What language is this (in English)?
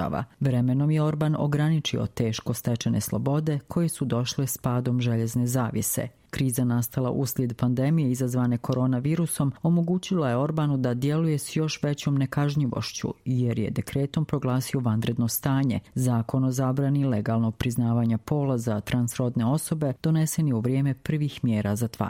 Croatian